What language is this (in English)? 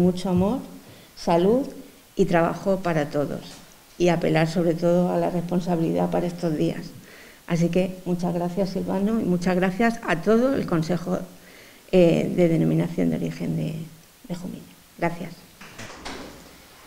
Spanish